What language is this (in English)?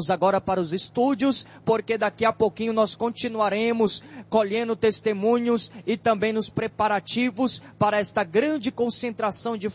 Portuguese